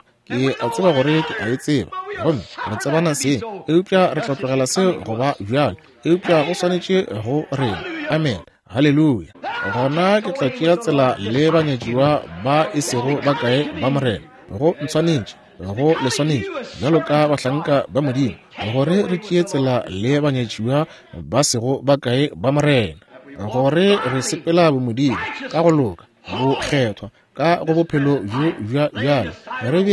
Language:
Northern Sotho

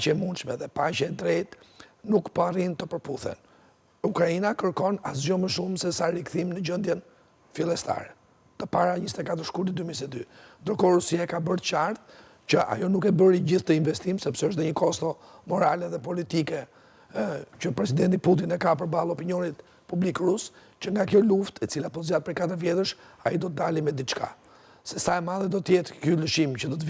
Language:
Albanian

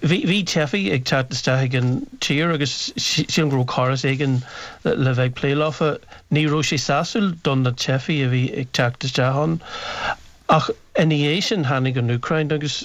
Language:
Irish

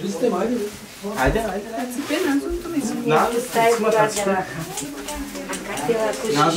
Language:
Bulgarian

